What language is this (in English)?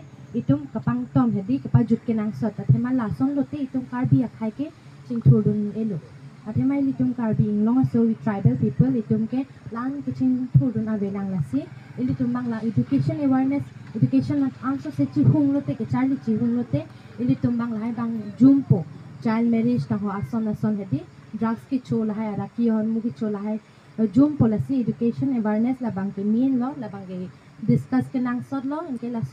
Karbi